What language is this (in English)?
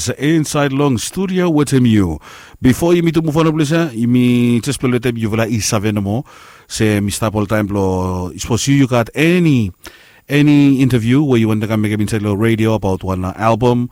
Bislama